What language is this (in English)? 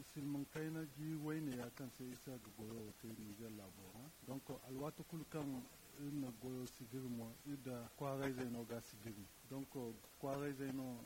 Zarma